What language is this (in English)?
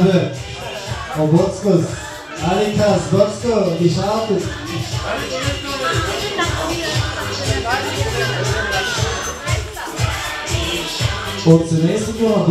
Bulgarian